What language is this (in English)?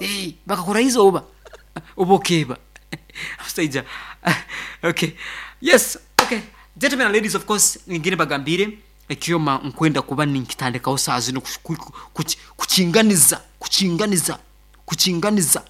Nyoro